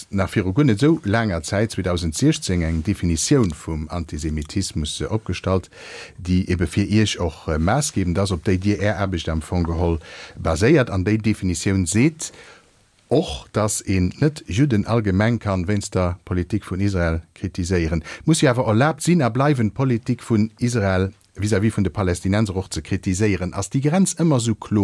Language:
Luxembourgish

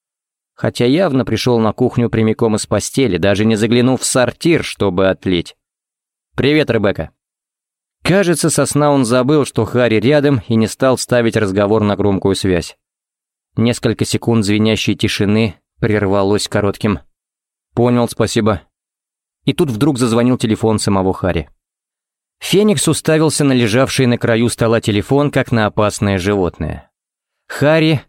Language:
Russian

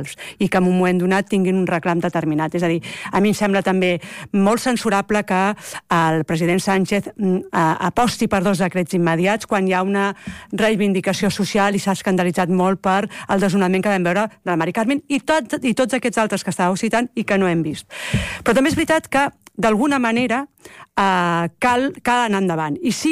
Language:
Catalan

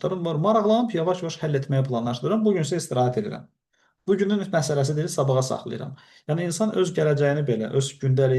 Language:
Azerbaijani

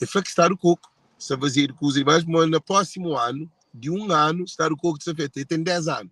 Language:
Kabuverdianu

